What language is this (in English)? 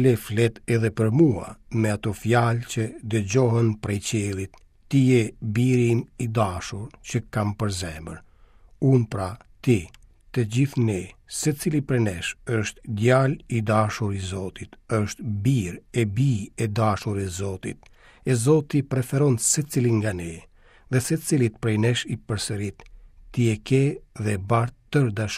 Albanian